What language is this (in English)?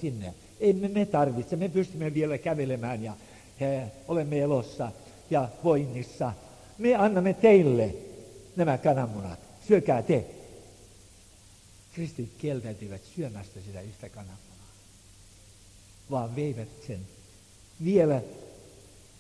Finnish